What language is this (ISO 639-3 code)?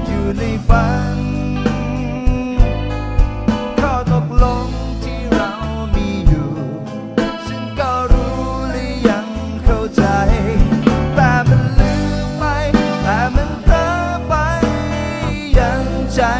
tha